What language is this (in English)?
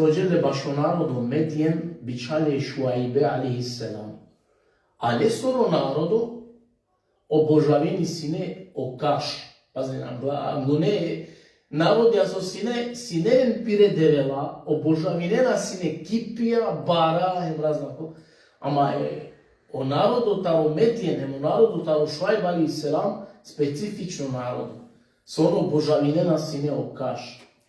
Balkan Romani